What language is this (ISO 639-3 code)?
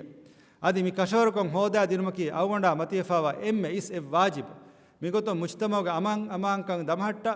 div